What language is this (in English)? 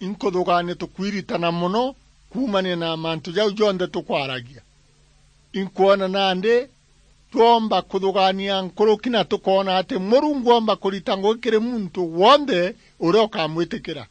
Meru